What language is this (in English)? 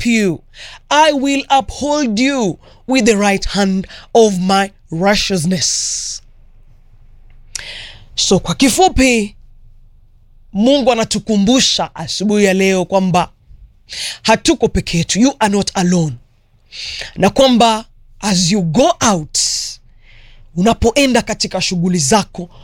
Swahili